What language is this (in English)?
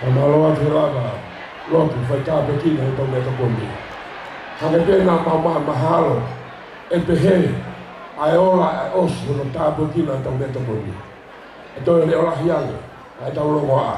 Tongan